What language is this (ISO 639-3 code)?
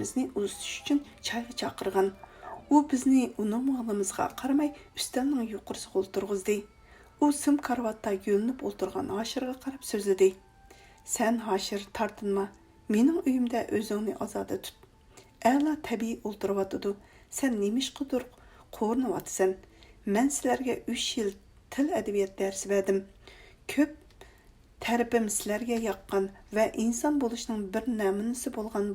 uig